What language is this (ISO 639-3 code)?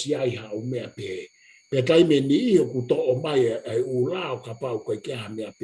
ton